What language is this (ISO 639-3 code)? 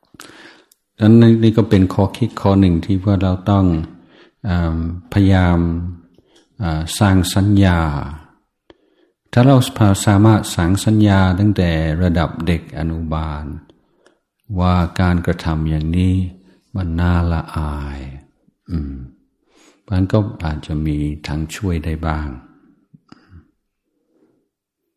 tha